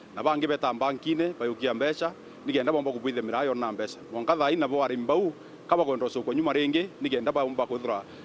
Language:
Meru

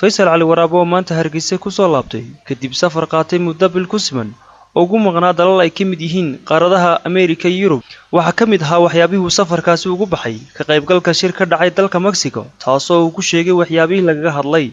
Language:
Somali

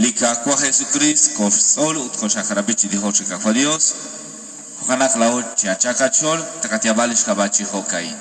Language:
Kekchí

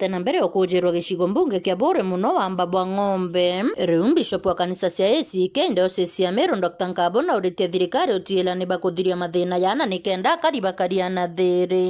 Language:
Meru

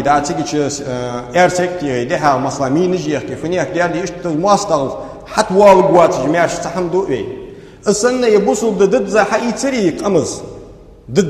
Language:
Ingush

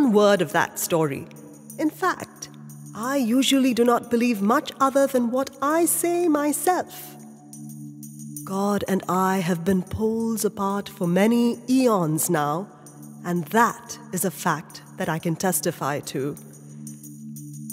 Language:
English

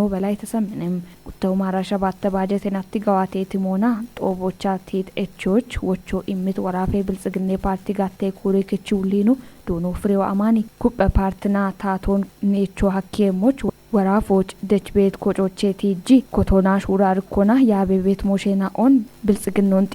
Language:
Kafa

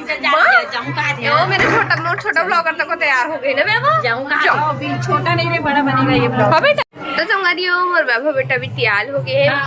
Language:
Chhattisgarhi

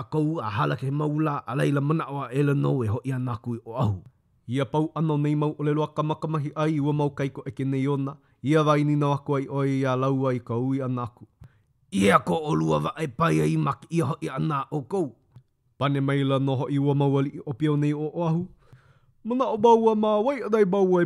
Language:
Hawaiian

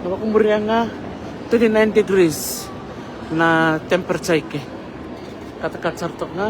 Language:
Fijian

